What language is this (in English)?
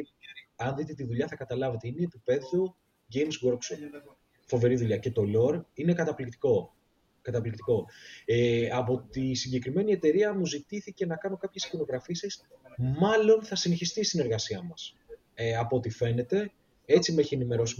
Greek